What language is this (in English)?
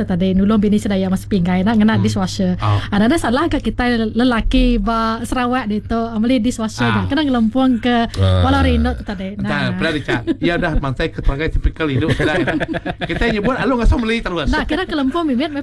Iban